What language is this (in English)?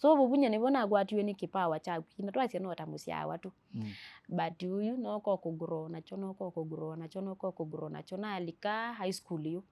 Kamba